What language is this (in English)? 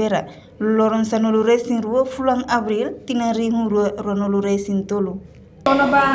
Tetum